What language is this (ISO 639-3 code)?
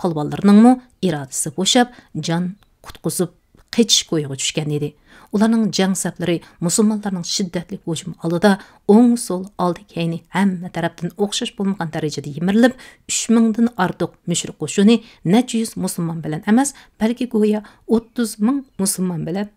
uig